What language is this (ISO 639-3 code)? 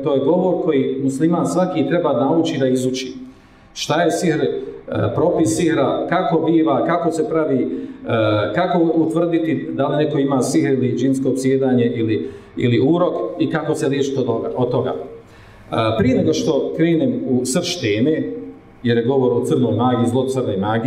bos